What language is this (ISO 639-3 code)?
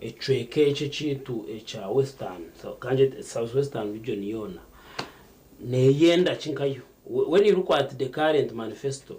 nyn